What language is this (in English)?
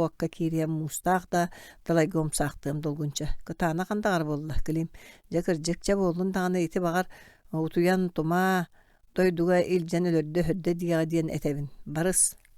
Yakut